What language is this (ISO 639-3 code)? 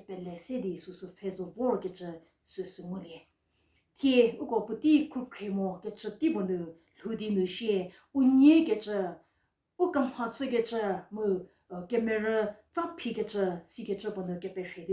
njm